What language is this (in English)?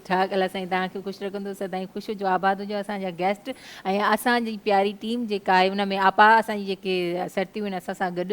Sindhi